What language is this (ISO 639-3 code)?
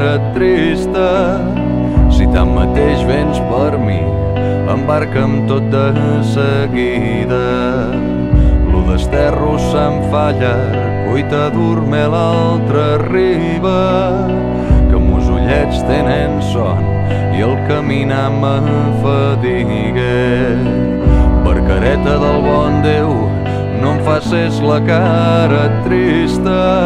cat